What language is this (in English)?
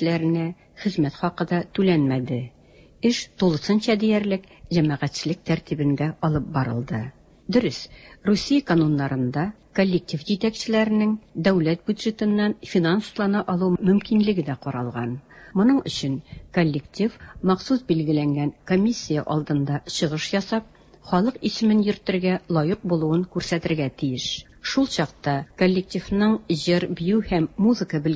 Tatar